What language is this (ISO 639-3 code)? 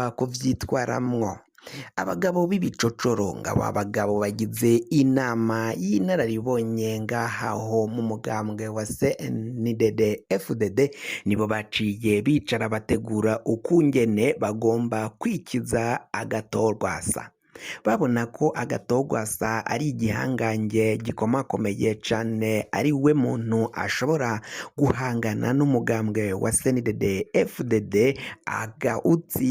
run